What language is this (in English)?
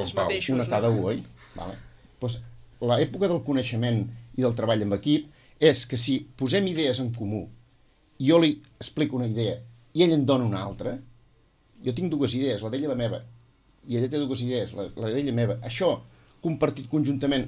Catalan